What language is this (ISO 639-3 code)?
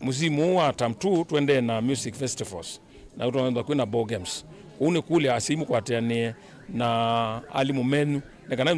kam